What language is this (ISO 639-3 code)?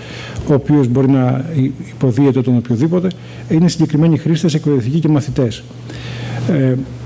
ell